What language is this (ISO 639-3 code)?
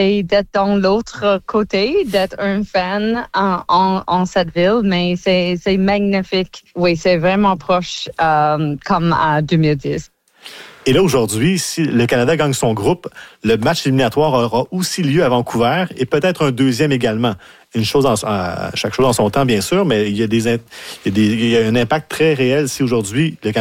fra